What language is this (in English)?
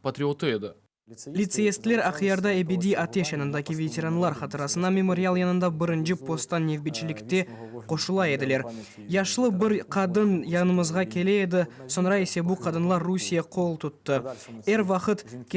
Crimean Tatar